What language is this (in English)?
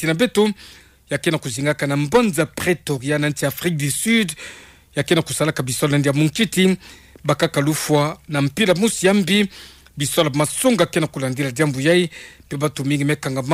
Kituba (Democratic Republic of Congo)